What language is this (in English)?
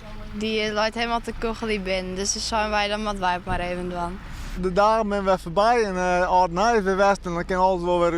Western Frisian